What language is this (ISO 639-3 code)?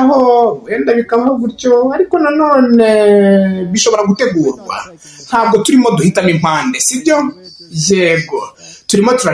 kin